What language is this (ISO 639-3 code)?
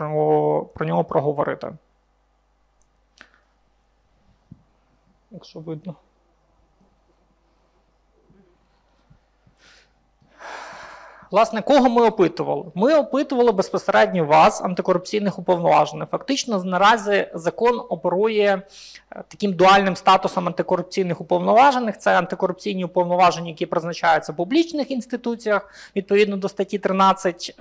ukr